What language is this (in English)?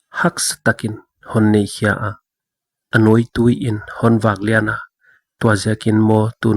Paite Chin